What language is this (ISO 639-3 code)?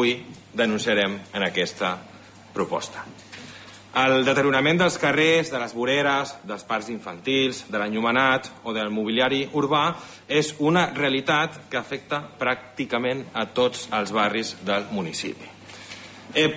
cat